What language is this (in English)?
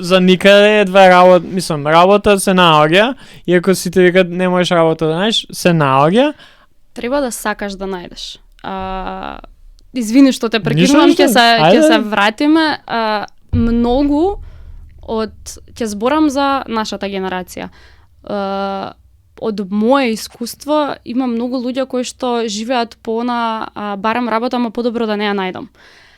Macedonian